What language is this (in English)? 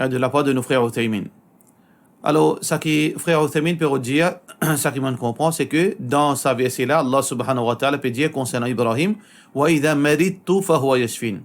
Morisyen